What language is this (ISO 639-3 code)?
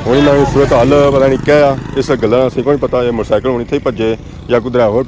phr